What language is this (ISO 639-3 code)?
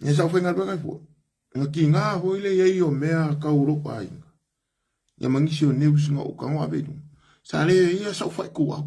smo